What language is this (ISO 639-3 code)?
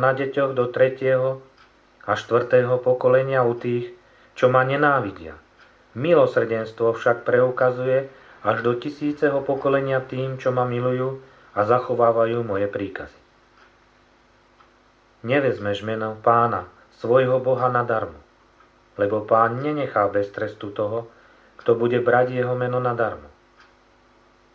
slk